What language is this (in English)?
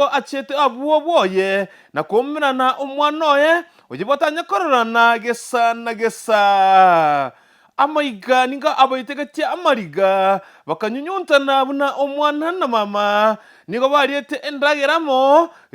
Gusii